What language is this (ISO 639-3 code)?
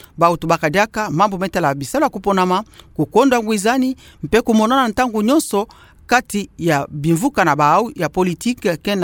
ktu